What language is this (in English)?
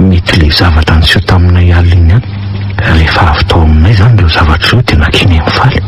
Malagasy